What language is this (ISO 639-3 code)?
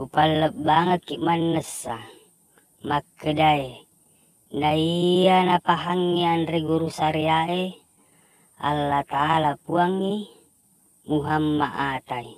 bug